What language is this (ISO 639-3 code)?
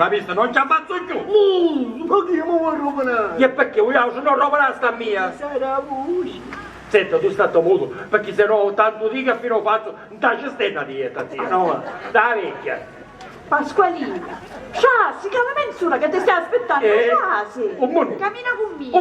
scn